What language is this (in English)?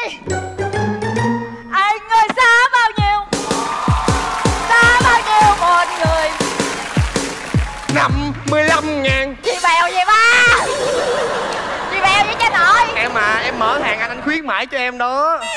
Vietnamese